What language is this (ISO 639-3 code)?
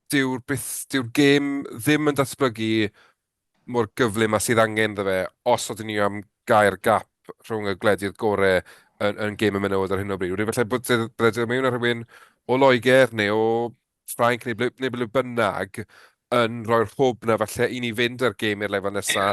cym